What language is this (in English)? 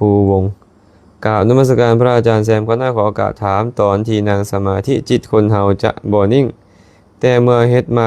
Lao